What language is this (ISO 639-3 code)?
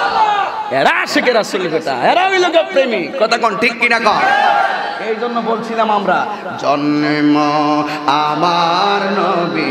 ben